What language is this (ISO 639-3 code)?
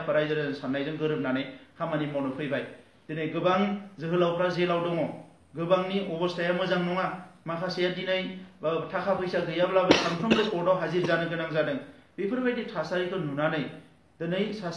brx